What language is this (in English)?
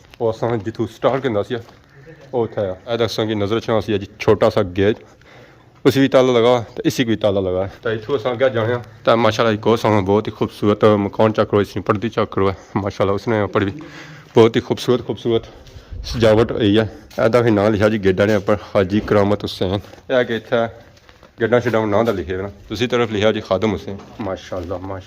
Pahari-Potwari